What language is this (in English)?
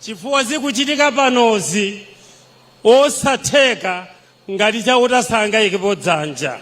Nyanja